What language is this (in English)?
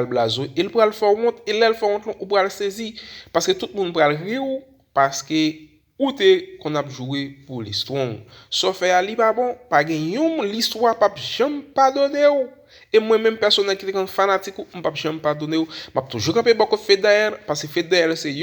Haitian Creole